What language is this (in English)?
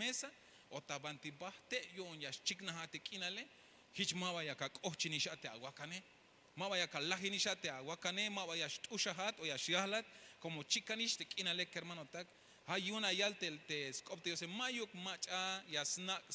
Tzeltal